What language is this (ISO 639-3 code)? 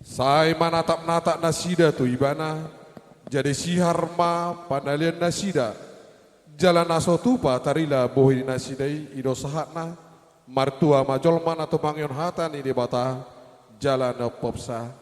bbc